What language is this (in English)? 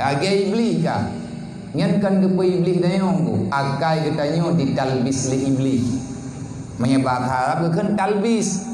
Achinese